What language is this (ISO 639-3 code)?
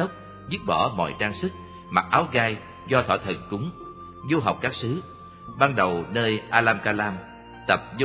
vie